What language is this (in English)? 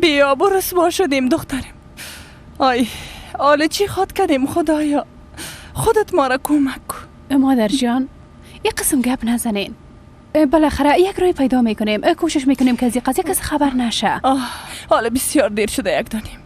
Persian